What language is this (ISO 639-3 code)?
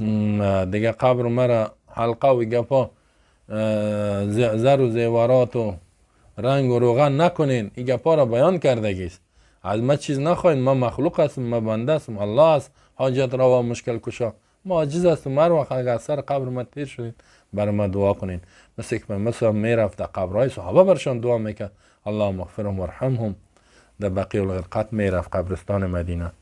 fas